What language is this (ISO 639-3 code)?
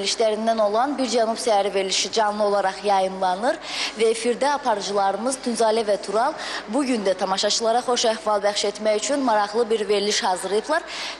aze